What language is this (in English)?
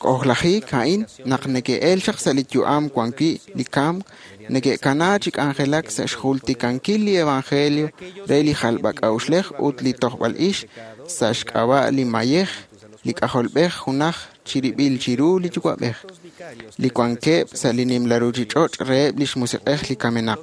Kekchí